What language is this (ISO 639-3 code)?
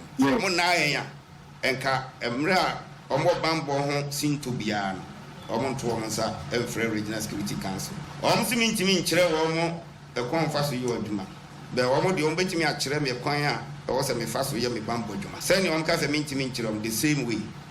aka